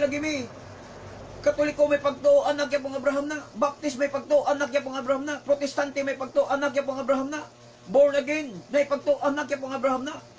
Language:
Cebuano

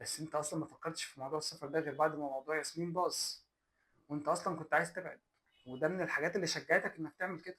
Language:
Egyptian Arabic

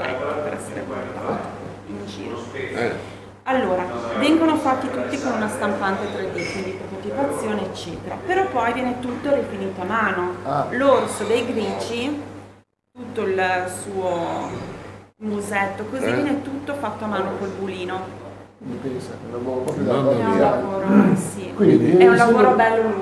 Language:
Italian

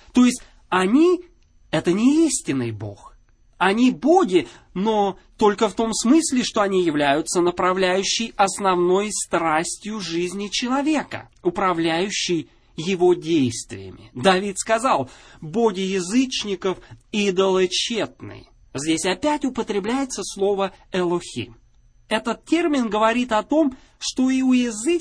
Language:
Russian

